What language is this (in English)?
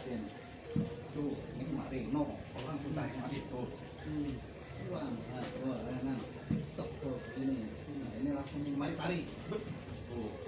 Betawi